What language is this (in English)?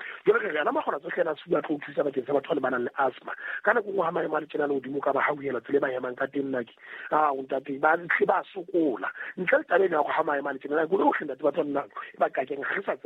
Southern Sotho